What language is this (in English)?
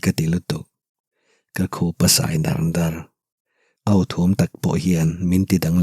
Mizo